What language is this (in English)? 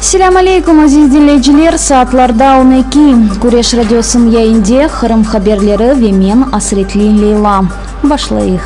Crimean Tatar